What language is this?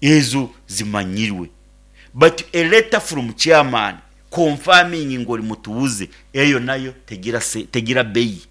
Nyoro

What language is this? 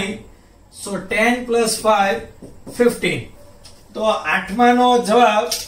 Gujarati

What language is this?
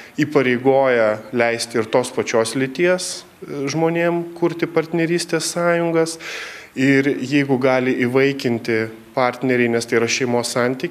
Lithuanian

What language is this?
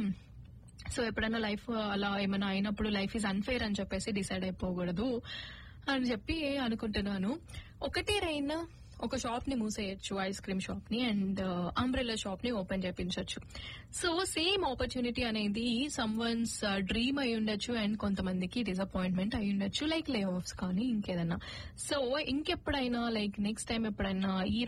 Telugu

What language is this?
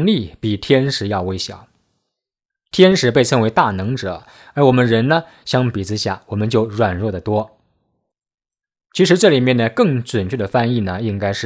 Chinese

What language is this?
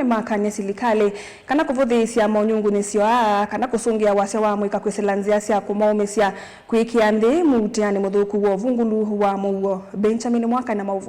Kamba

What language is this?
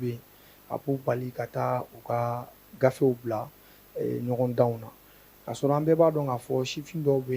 Bambara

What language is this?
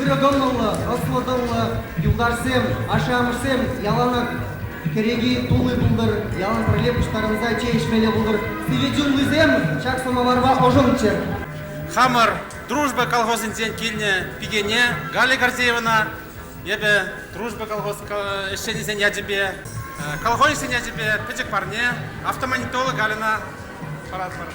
Chuvash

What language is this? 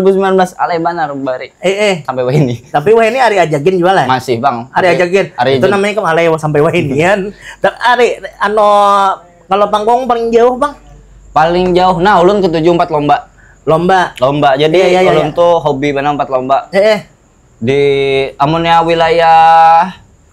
Banjar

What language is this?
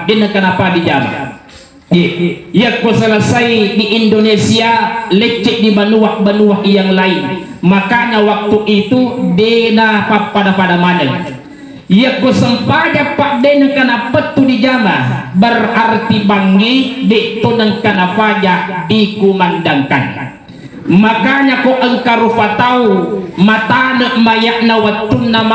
Buginese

